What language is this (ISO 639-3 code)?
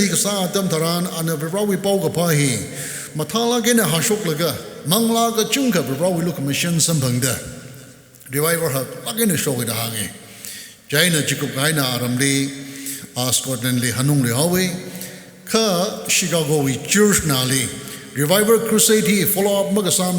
nmf